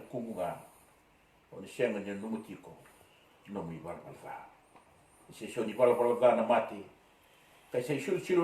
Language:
Fijian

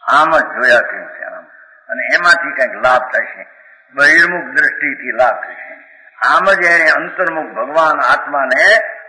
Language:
Gujarati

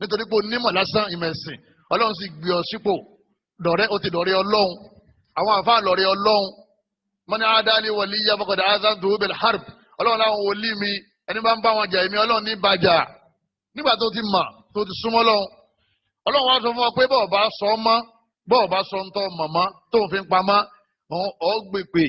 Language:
Yoruba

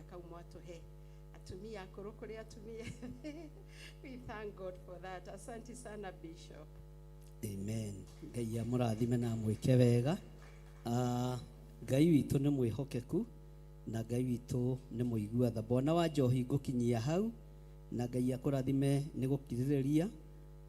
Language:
Kikuyu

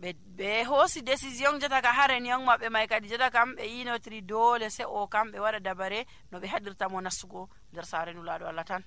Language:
Nigerian Fulfulde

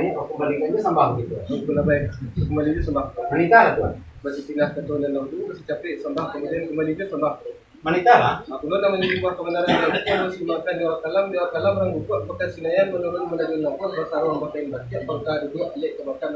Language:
Minangkabau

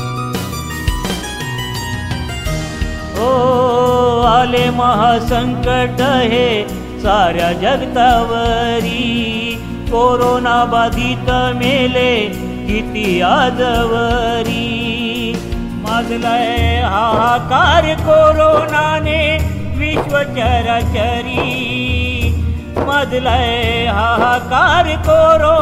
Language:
Marathi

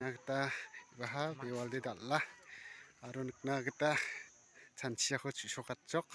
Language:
Garo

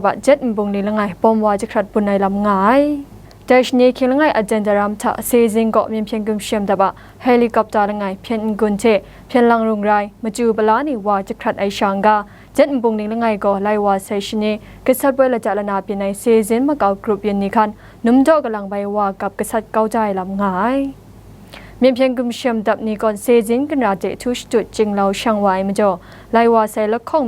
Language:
Kachin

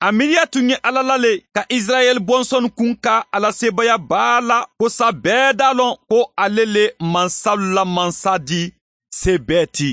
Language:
Bambara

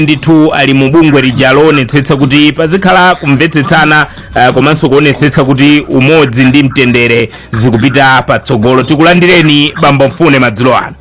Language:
Nyanja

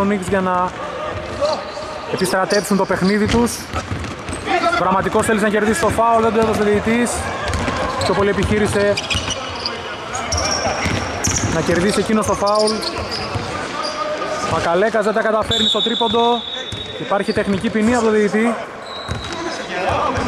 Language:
Greek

